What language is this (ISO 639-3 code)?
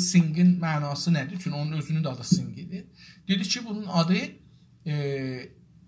azb